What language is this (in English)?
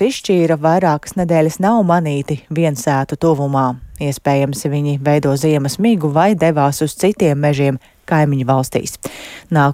Latvian